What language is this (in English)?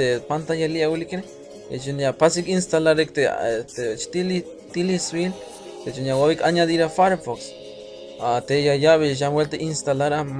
Tzeltal